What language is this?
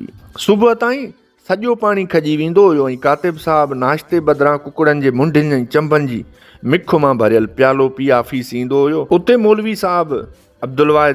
Sindhi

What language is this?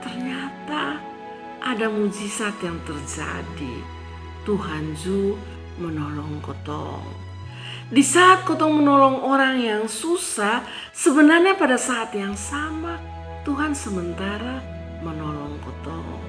Kupang Malay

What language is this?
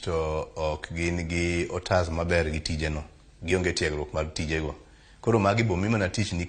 Luo (Kenya and Tanzania)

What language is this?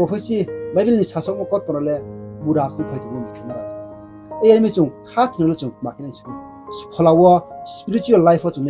Riang (India)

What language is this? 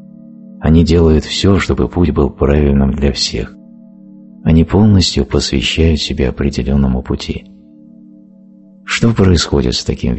Russian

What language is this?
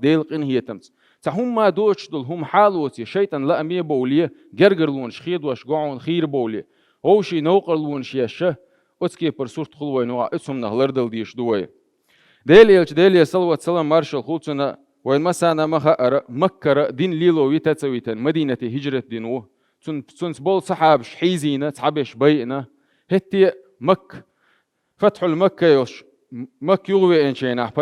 Chechen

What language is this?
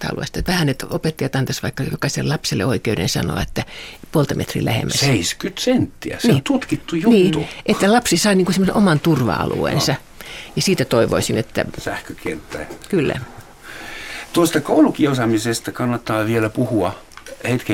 Finnish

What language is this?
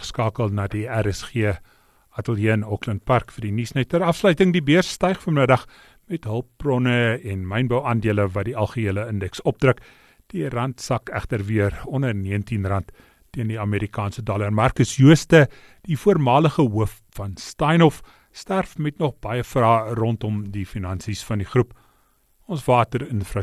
Afrikaans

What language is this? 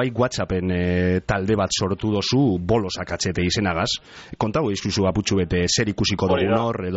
Basque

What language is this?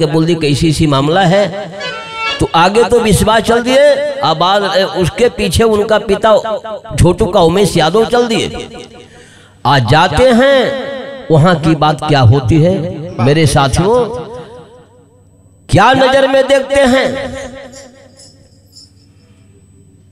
Bhojpuri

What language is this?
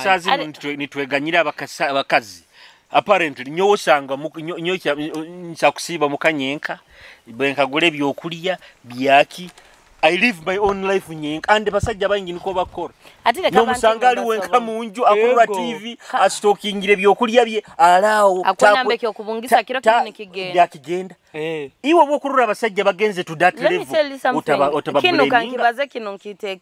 Nyoro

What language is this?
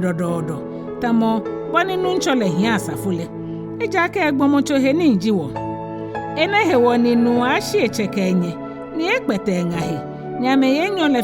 Ga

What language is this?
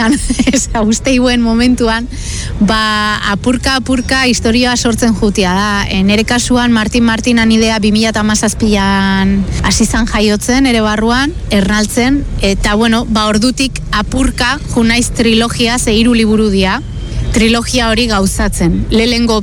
Basque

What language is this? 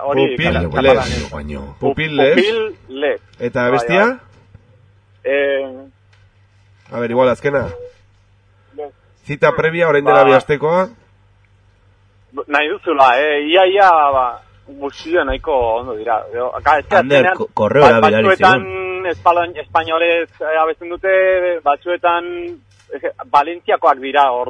Basque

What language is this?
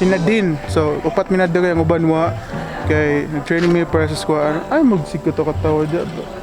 Cebuano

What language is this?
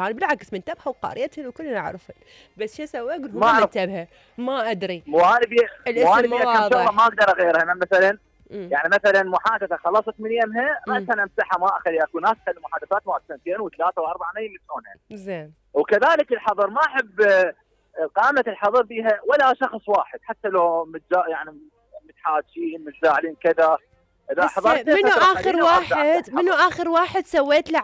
Mesopotamian Arabic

